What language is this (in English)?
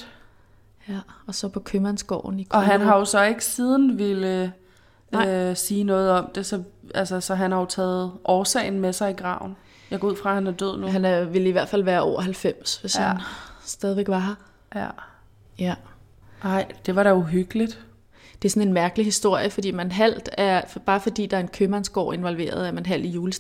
Danish